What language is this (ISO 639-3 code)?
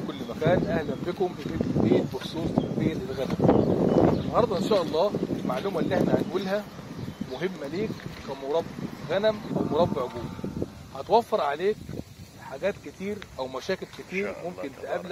arz